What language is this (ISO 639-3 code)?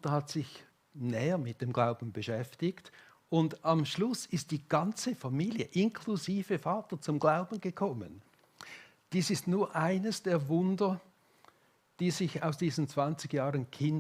gsw